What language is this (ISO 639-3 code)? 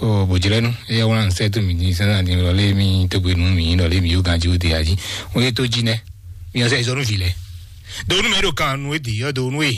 fon